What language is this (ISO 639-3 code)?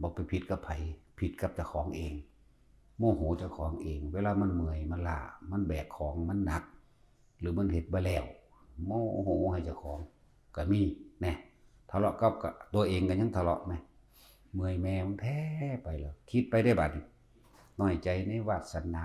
tts